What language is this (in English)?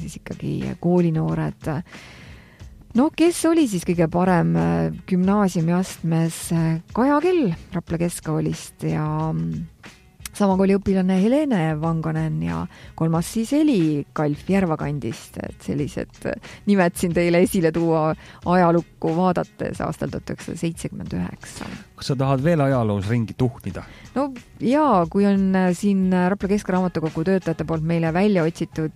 Estonian